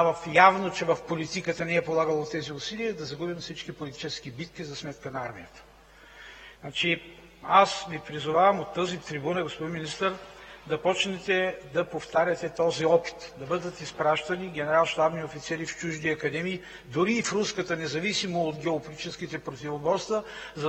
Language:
Bulgarian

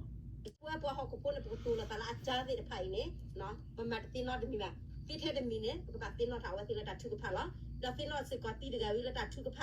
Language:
S'gaw Karen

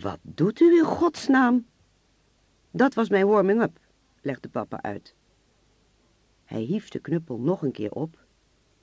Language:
Dutch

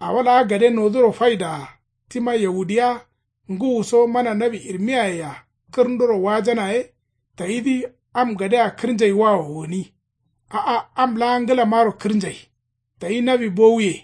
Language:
Kanuri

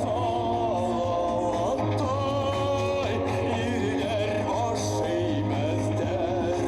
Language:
Bashkir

